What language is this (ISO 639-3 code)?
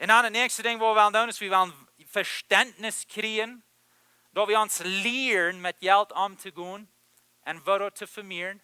pdt